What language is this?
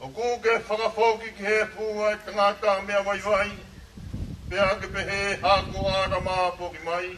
Tongan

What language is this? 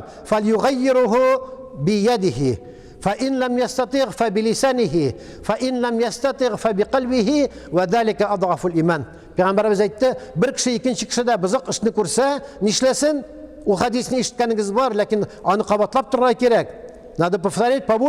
Tatar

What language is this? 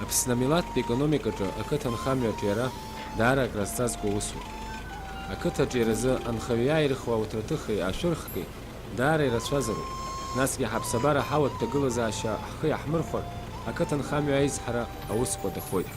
Abkhazian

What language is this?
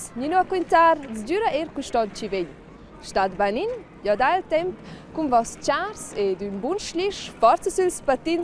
Romansh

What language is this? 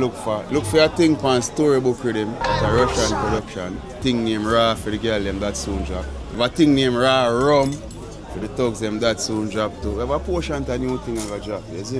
Jamaican Creole English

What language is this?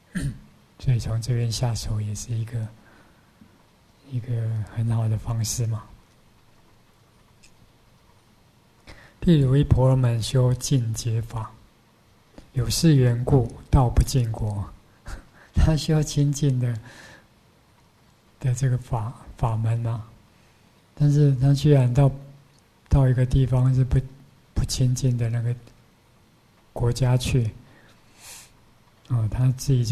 Chinese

